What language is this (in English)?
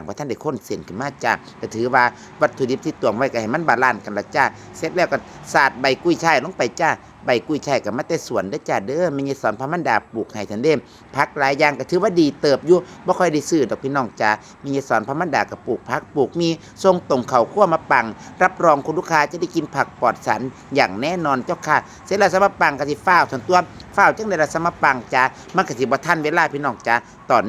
Northeastern Thai